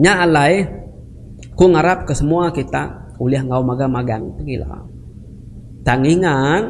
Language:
Iban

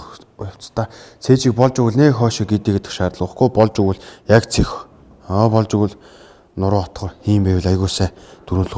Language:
Mongolian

